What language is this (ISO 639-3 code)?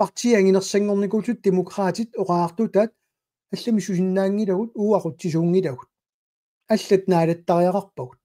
kal